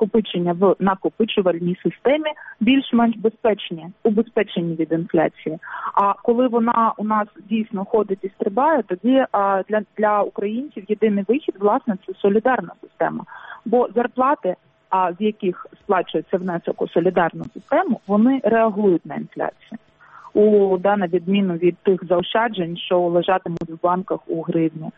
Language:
Ukrainian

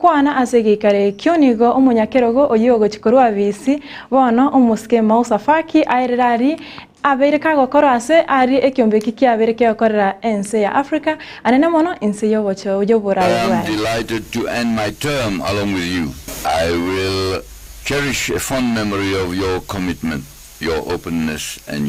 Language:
Gusii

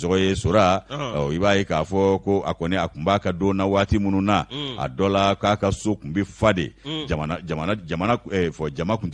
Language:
Bambara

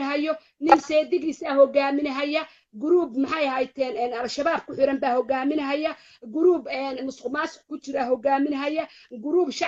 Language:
Somali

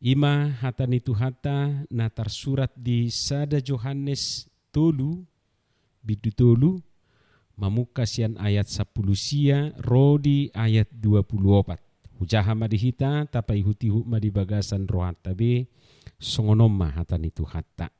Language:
Batak Toba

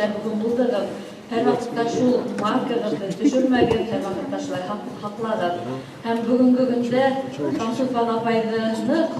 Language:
Bashkir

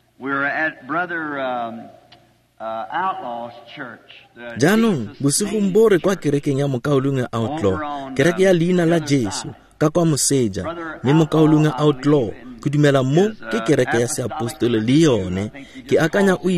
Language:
Tswana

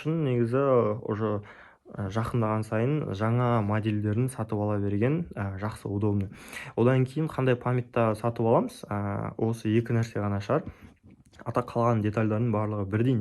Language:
Kazakh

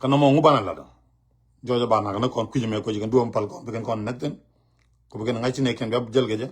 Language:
Nuer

